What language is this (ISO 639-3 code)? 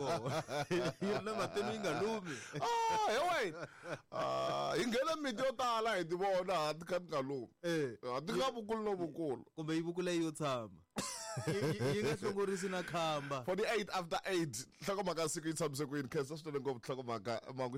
tso